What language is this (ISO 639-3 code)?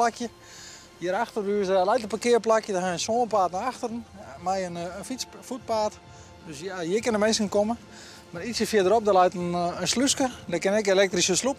fry